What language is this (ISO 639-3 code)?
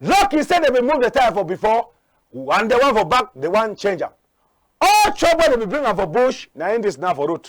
wes